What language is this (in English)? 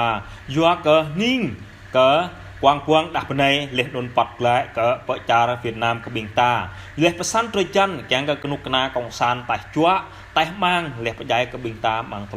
Jarai